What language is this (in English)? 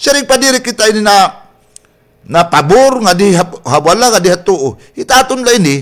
Waray